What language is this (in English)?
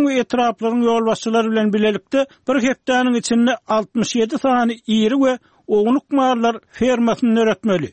Turkmen